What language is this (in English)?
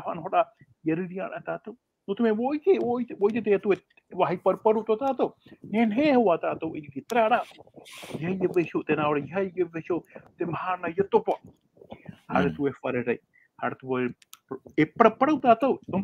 Tahitian